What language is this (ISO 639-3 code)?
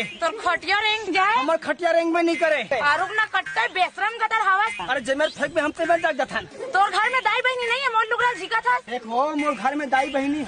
hne